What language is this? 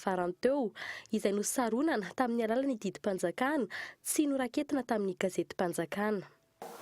Malagasy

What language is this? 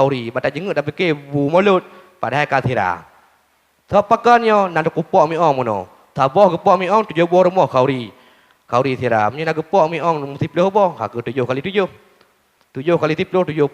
Achinese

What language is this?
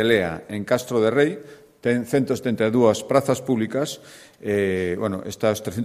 Galician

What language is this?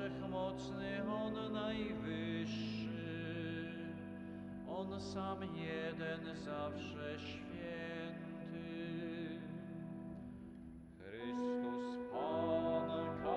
Polish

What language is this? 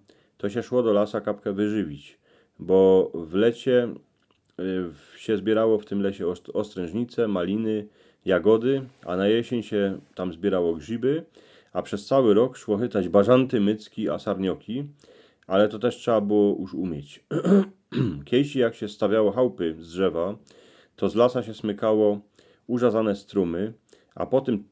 Silesian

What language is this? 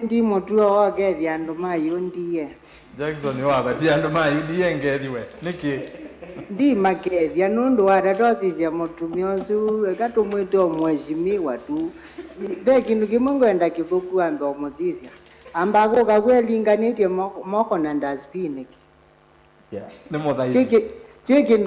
Kamba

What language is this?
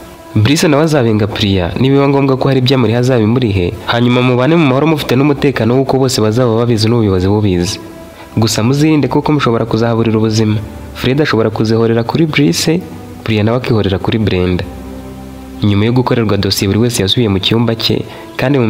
Kinyarwanda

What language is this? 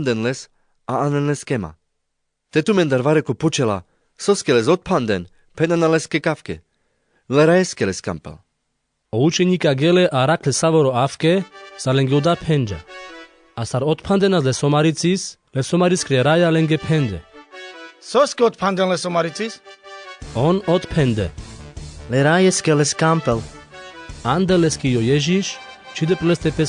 Carpathian Romani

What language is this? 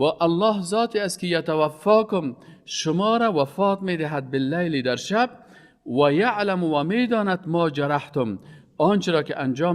Persian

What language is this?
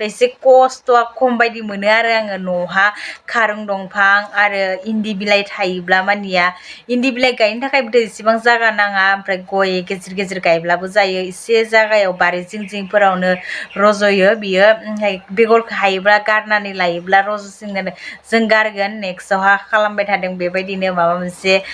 Bodo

